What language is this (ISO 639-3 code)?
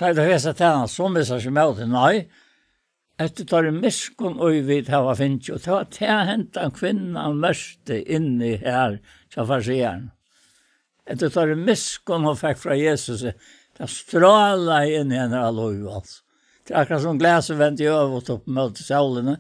fao